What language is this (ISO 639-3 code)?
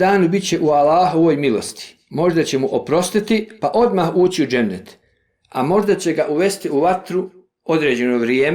bos